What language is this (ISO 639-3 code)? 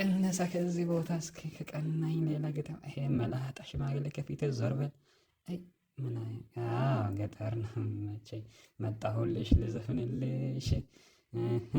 amh